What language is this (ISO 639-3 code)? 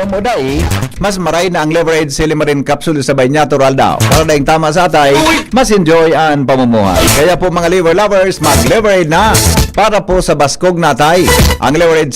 bik